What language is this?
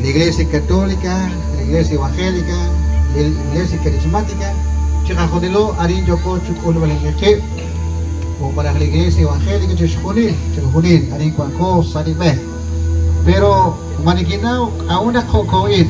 Kekchí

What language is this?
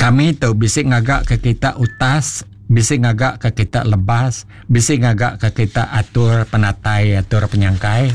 Iban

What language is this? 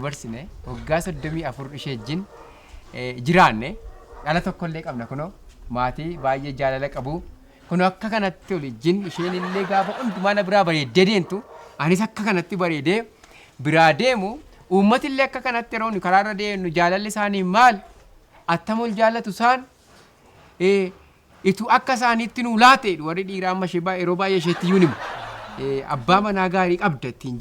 Oromo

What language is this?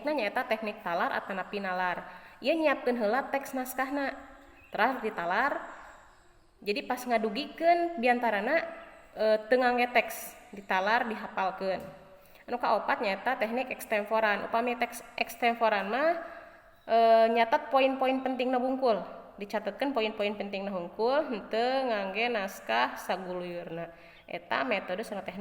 Sundanese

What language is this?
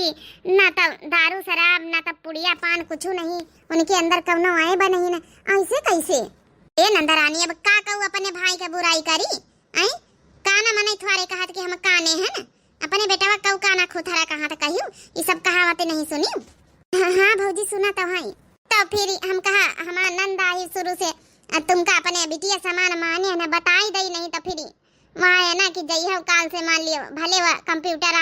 Awadhi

